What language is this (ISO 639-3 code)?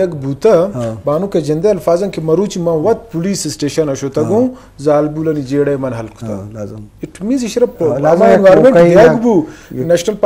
bal